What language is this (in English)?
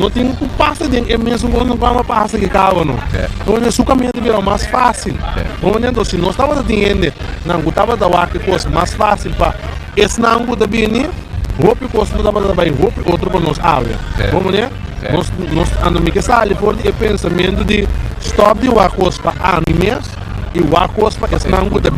Papiamento